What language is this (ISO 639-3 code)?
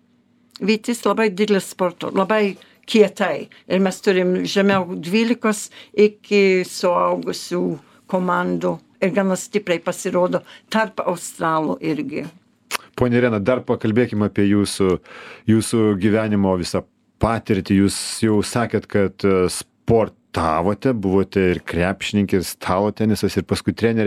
lit